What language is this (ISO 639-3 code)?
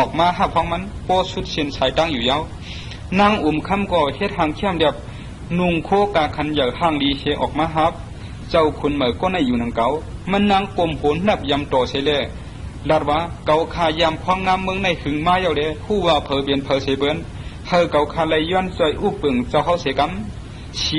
shn